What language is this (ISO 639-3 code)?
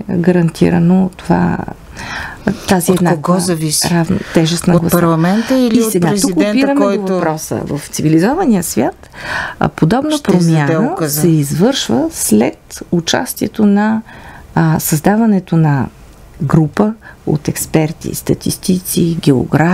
bul